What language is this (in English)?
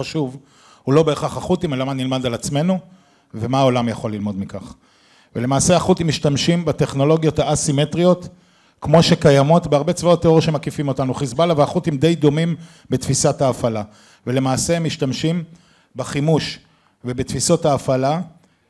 Hebrew